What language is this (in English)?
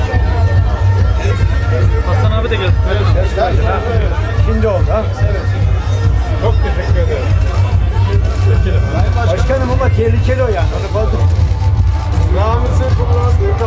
Turkish